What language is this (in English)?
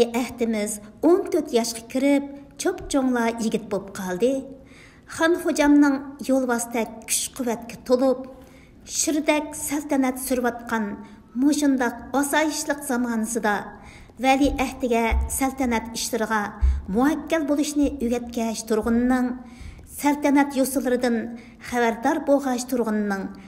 Uyghur